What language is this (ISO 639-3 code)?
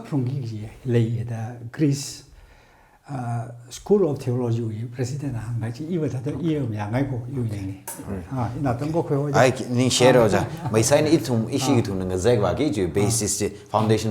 nmf